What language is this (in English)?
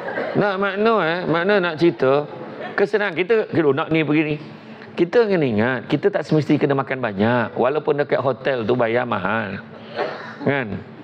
Malay